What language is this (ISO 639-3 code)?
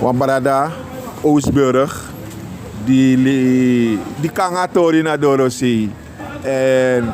srn